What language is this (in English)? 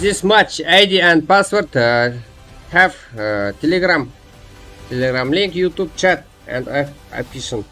Kara-Kalpak